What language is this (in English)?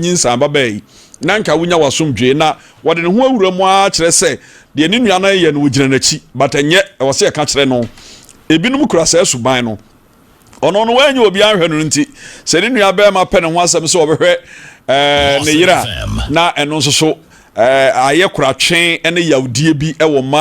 Akan